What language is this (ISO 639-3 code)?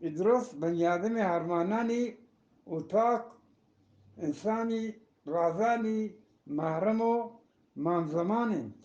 bgp